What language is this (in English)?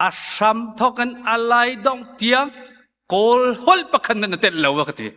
Hakha Chin